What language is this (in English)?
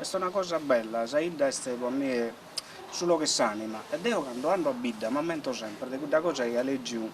Sardinian